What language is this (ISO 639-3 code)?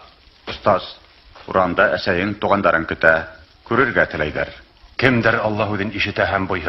bak